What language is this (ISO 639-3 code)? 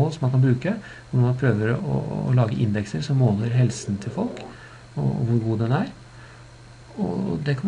nor